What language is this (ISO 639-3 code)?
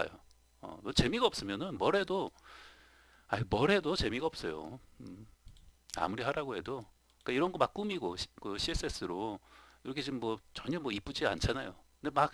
kor